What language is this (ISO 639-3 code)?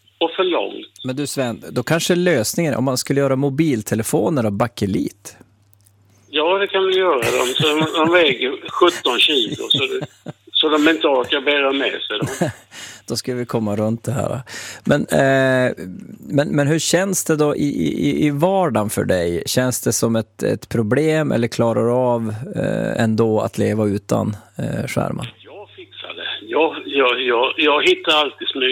swe